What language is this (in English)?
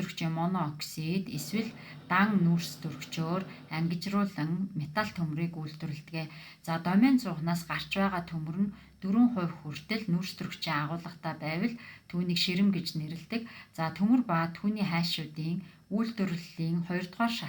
Mongolian